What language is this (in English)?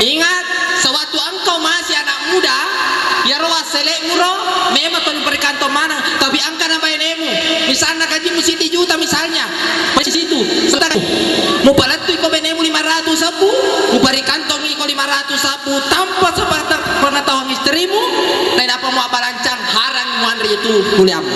Buginese